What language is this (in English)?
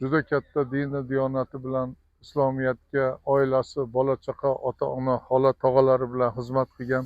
Uzbek